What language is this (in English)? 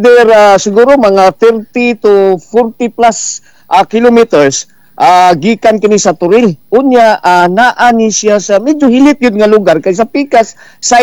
Cebuano